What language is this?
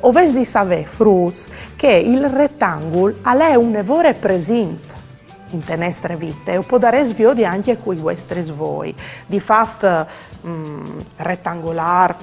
Friulian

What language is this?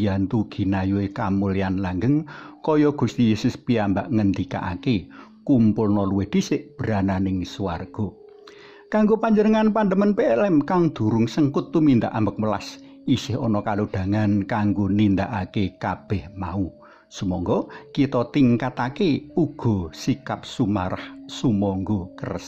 Javanese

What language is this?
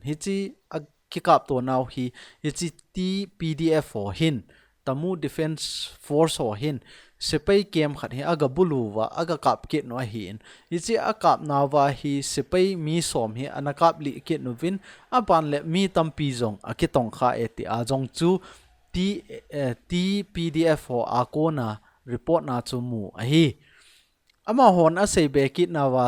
Thado Chin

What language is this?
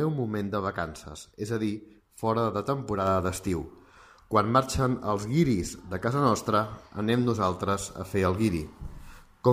Catalan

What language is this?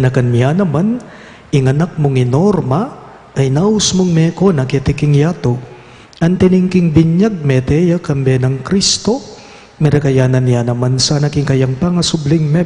Pampanga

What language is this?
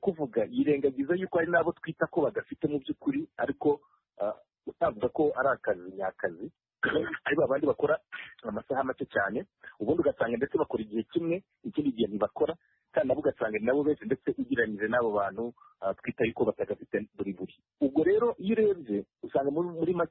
Kinyarwanda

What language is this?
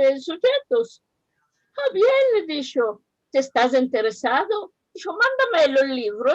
Ladino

